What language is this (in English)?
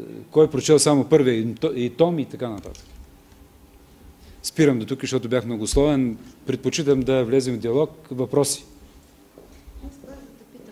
Bulgarian